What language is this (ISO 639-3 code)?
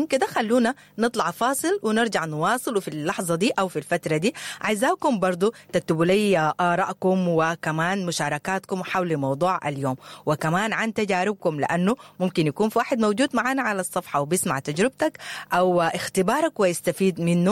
apd